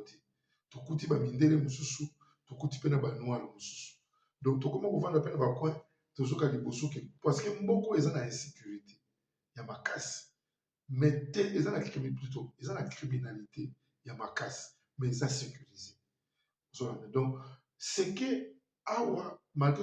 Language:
Lingala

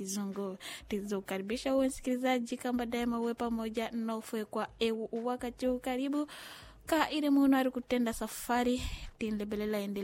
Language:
Swahili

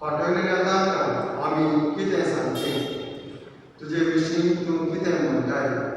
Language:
Konkani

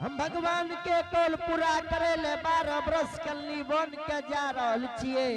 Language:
Angika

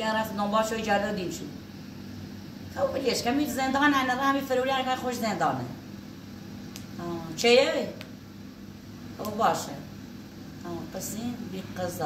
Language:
Persian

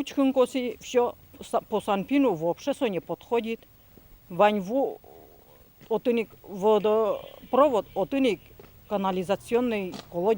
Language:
Udmurt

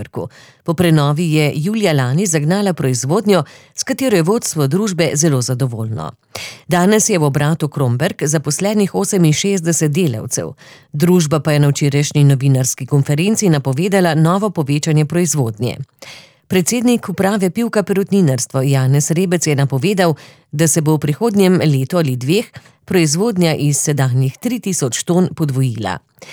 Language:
Slovenian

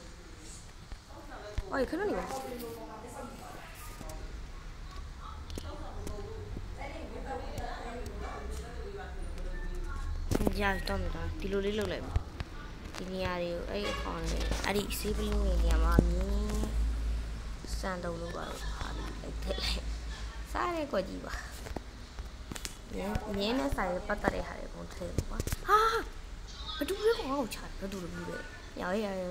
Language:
Burmese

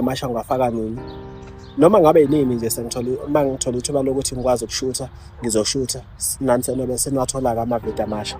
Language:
Zulu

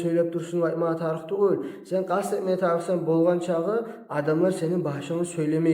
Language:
Kumyk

